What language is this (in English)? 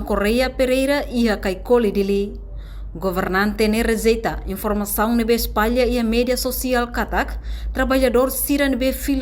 Tetum